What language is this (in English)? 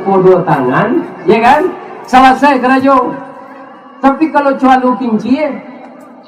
Minangkabau